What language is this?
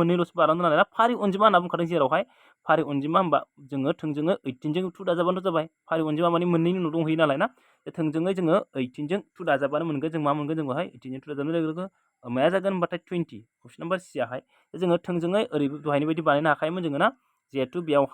Bodo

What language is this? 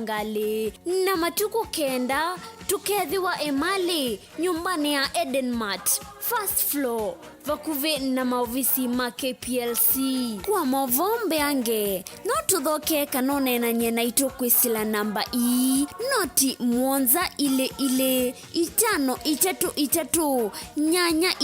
Kamba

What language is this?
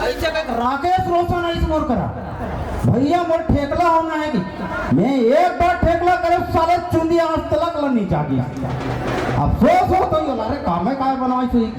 Chhattisgarhi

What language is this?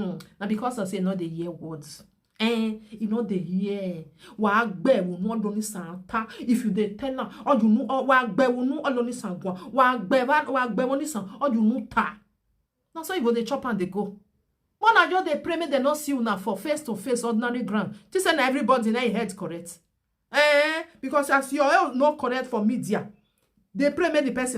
Nigerian Pidgin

